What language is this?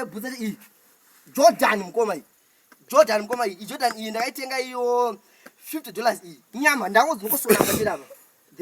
Shona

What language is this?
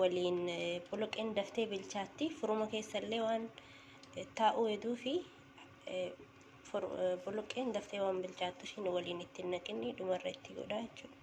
Oromo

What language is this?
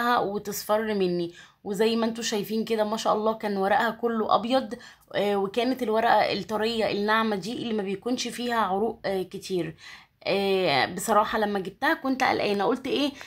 Egyptian Arabic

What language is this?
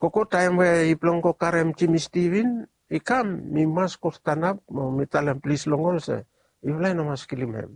Bislama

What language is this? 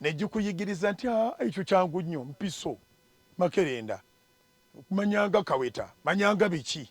Ganda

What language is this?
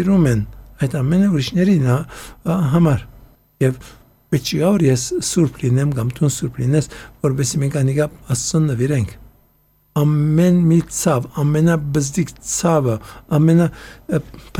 Armenian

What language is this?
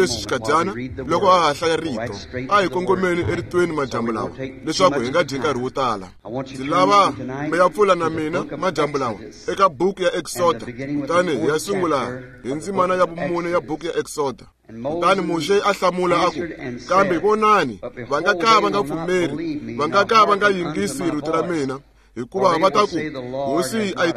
Tsonga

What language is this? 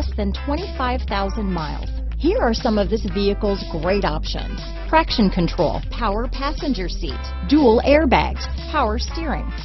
English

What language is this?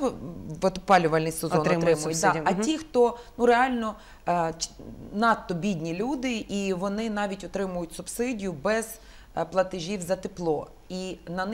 Ukrainian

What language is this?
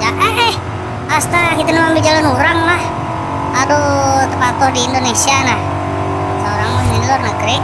Banjar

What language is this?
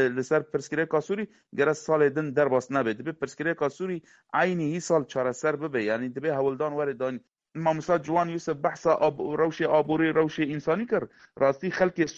Kurdish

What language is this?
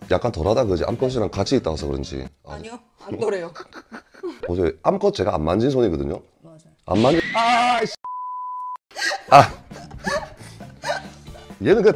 Korean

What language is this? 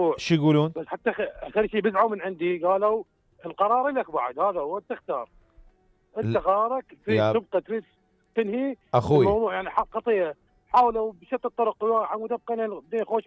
Mesopotamian Arabic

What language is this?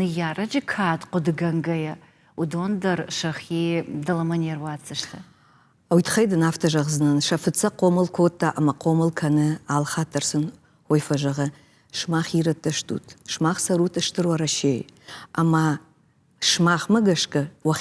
Ossetic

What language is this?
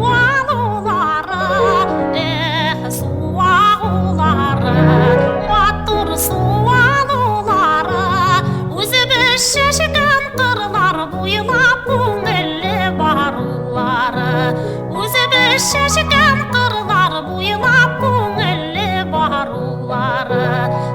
Bashkir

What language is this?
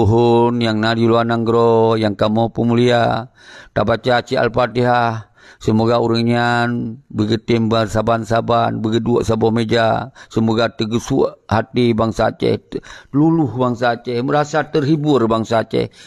Achinese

